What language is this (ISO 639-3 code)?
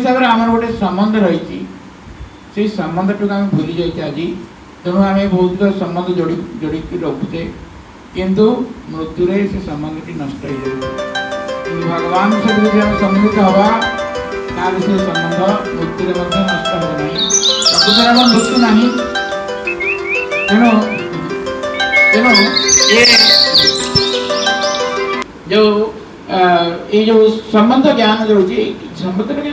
ori